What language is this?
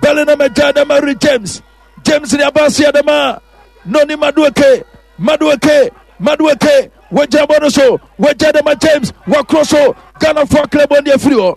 Akan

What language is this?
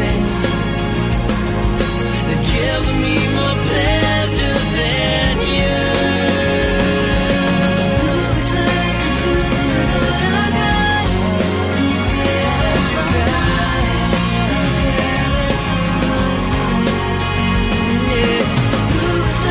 Filipino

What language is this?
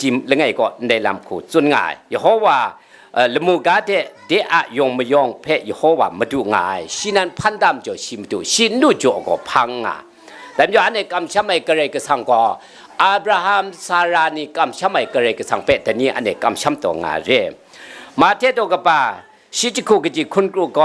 Kachin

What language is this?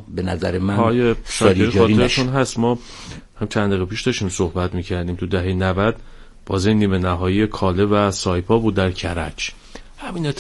Persian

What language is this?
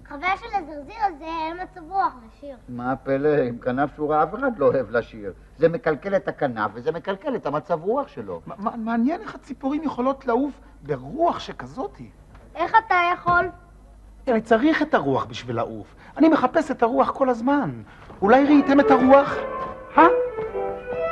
Hebrew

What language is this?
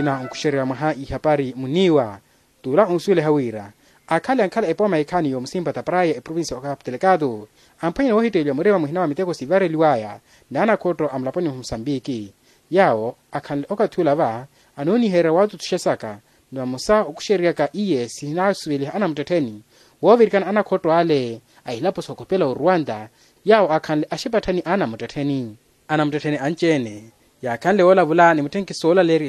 Makhuwa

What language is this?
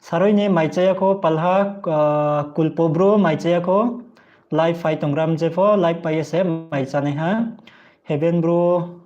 Riang (India)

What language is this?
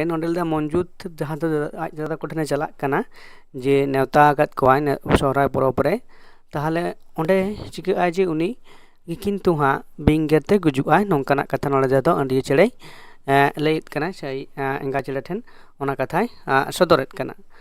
Santali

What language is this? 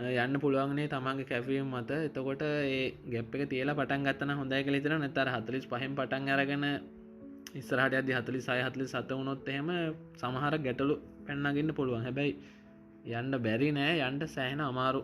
Sinhala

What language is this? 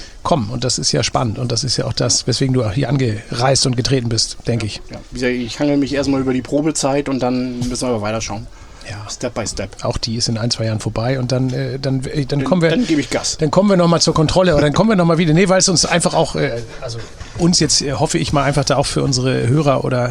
German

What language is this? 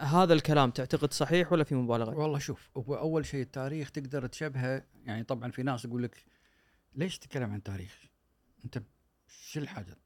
Gulf Arabic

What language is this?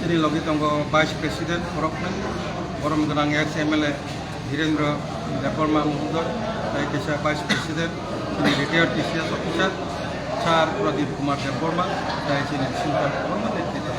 Kok Borok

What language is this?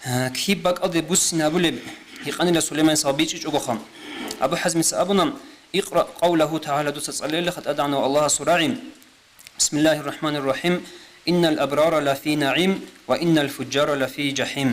Avaric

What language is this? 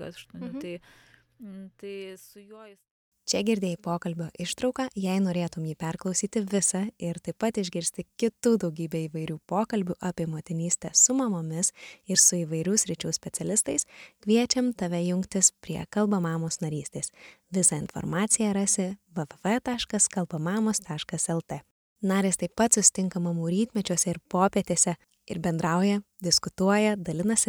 Lithuanian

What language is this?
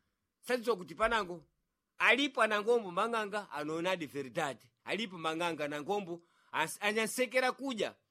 Sena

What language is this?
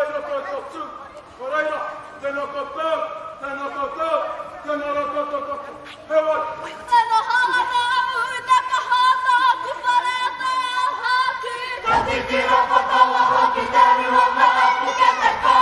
Māori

